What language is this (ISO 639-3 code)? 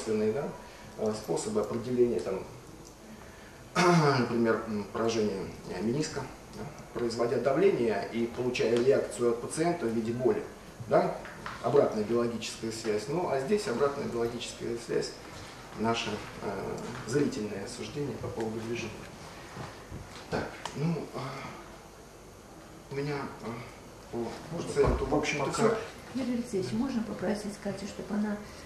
rus